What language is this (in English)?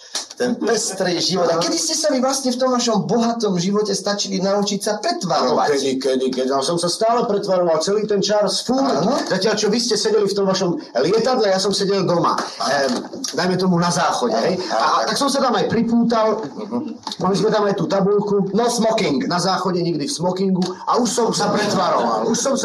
Slovak